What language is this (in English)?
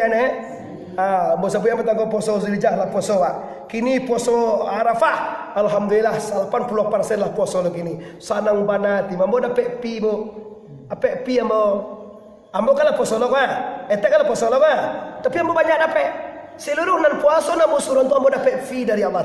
Minangkabau